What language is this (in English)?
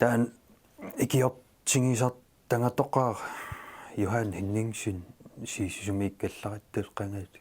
Kalaallisut